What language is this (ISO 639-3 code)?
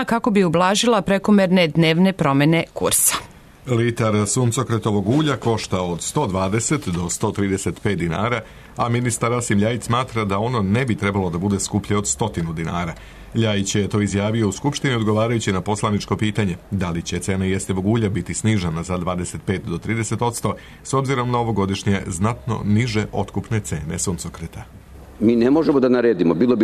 srp